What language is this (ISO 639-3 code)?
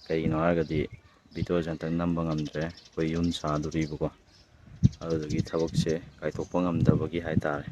mni